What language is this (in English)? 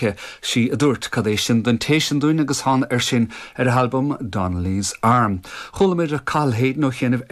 Irish